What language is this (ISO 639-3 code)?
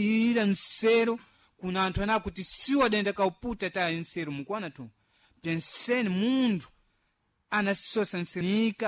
seh